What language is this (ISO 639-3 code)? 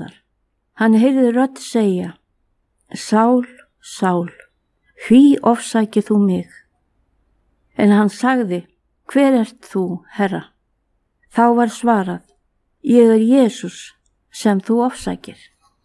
isl